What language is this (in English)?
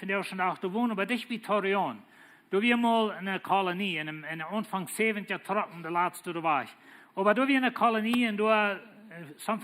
Plautdietsch